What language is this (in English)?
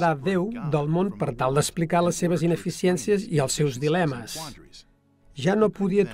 Catalan